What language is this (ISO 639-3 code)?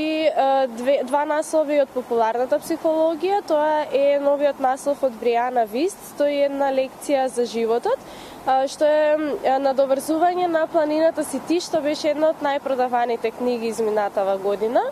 mkd